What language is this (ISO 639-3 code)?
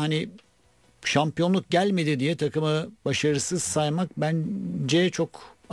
tur